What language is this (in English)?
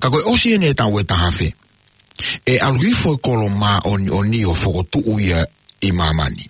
Tongan